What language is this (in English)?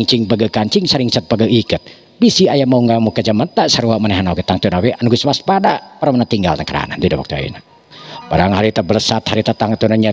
Sundanese